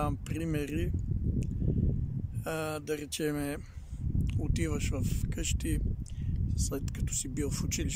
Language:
Bulgarian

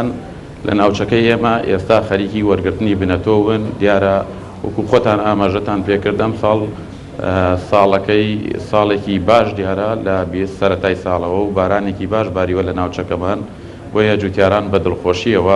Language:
Central Kurdish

